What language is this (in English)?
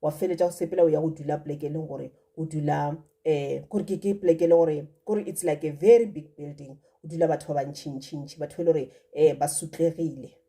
Northern Sotho